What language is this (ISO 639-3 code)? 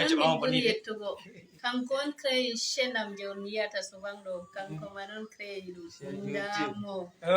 ful